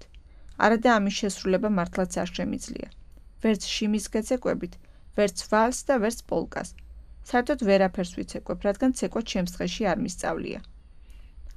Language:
Georgian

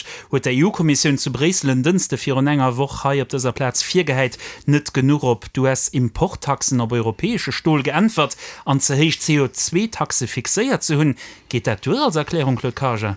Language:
Luxembourgish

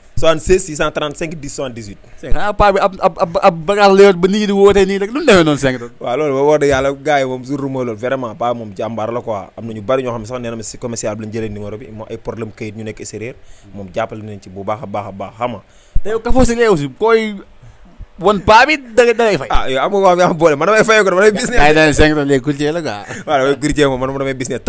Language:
Wolof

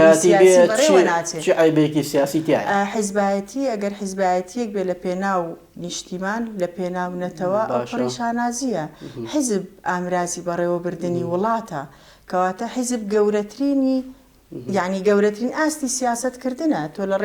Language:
Central Kurdish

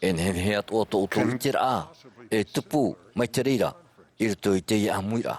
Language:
Tahitian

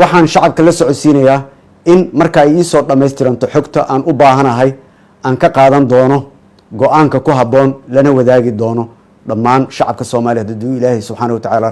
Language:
Somali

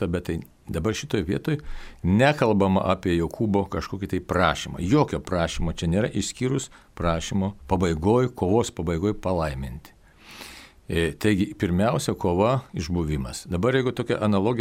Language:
Lithuanian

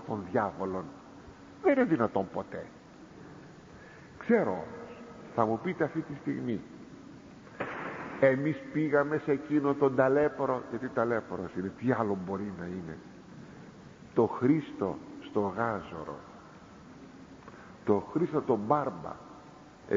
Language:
Greek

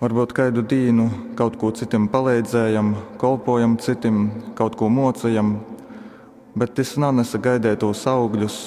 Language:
Latgalian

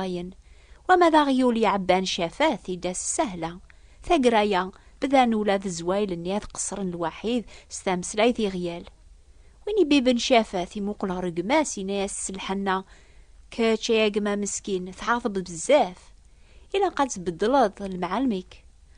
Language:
Kabyle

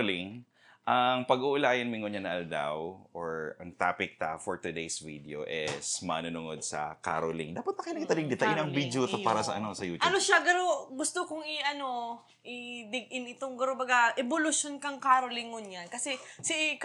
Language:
Bikol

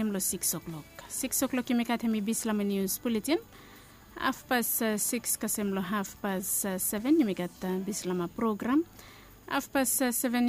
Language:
Bislama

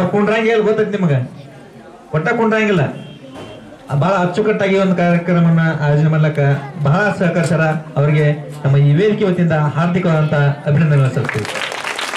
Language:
Kannada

